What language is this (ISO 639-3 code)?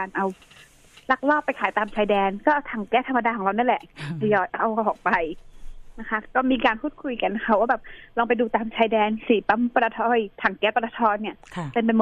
tha